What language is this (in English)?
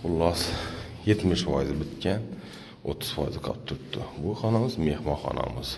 Uzbek